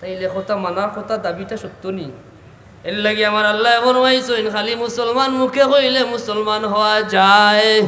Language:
Sylheti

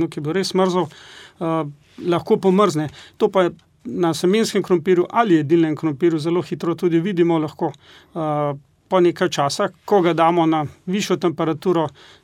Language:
Slovenian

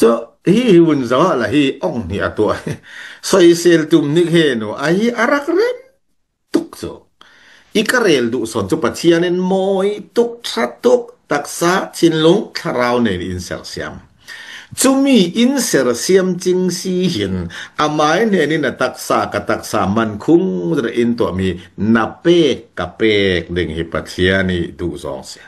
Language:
Falam Chin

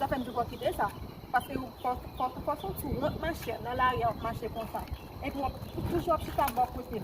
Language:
Haitian Creole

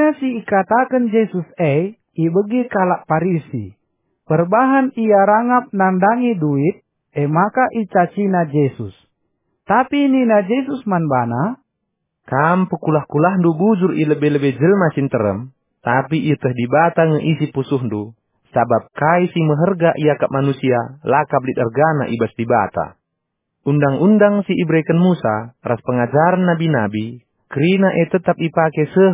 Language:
Batak Karo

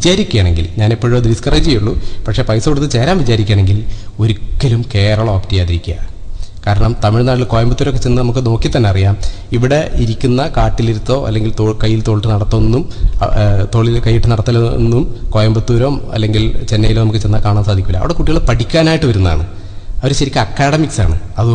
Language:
Malayalam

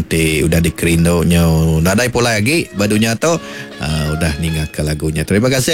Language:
Iban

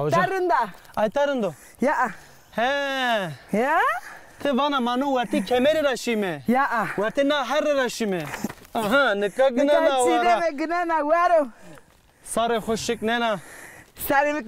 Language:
Zaza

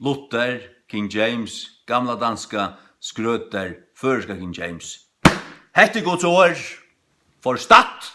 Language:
Faroese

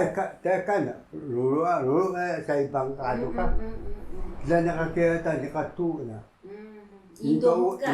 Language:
Taroko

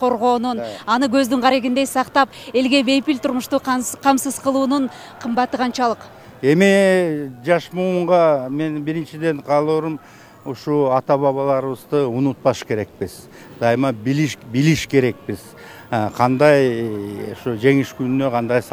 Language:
Kyrgyz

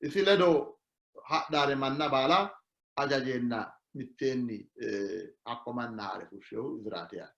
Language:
Sidamo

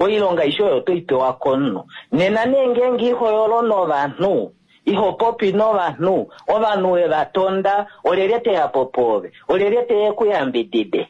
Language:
Kuanyama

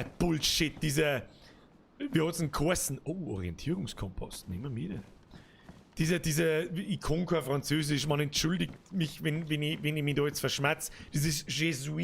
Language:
Bavarian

